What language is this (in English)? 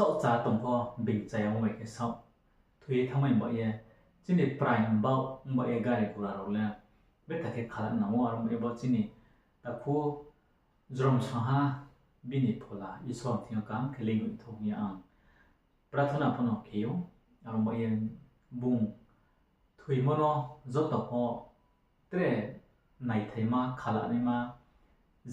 Riang (India)